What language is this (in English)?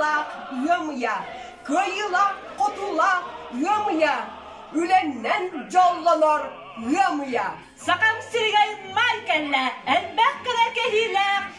Yakut